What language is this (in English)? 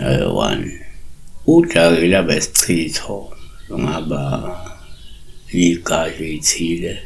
Zulu